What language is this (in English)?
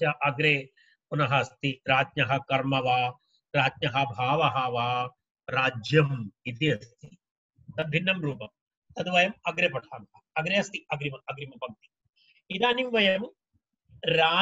Sanskrit